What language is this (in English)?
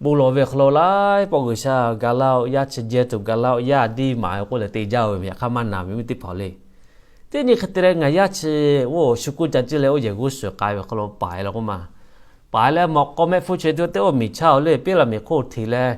Lahu